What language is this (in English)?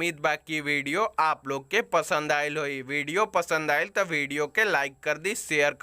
Bhojpuri